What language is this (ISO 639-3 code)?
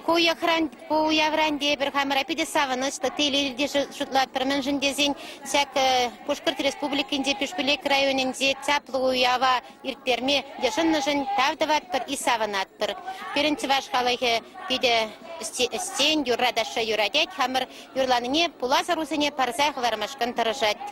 chv